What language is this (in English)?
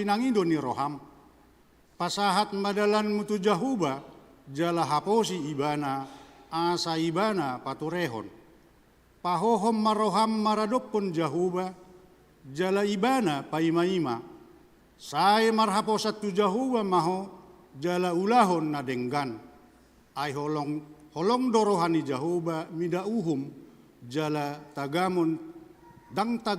Batak Toba